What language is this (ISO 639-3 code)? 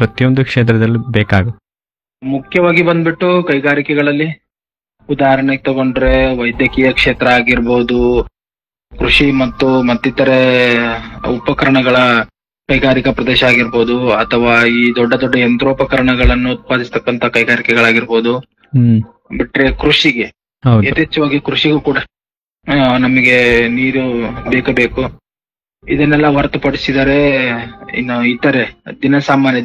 kan